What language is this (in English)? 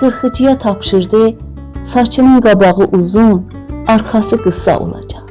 South Azerbaijani